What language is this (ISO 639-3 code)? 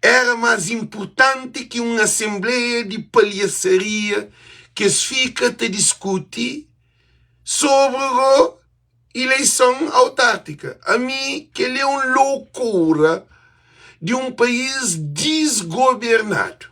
kea